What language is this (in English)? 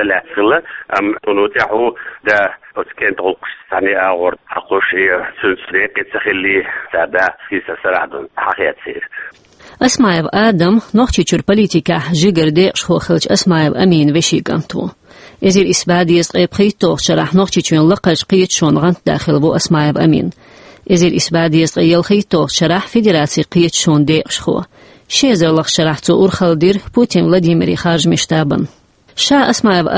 Chechen